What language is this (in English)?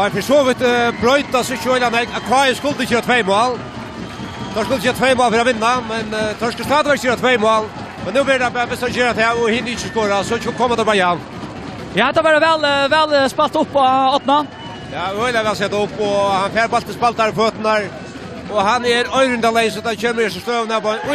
Faroese